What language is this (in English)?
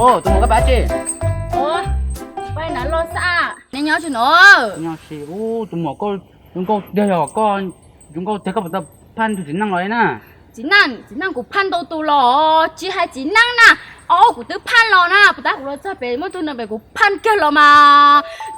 Hmong